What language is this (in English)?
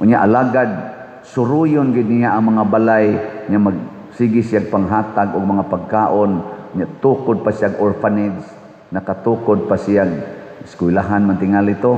Cebuano